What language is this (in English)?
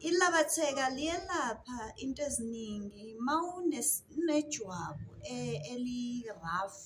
Zulu